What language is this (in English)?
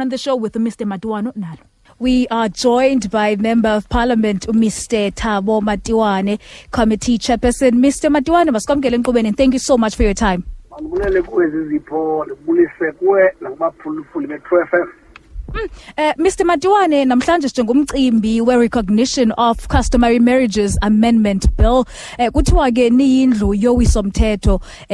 Xhosa